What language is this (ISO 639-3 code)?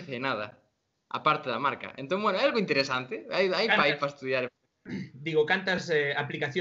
glg